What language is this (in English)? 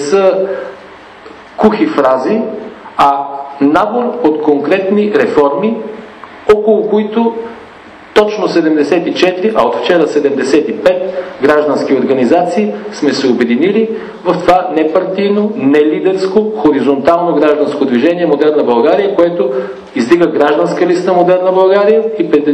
Bulgarian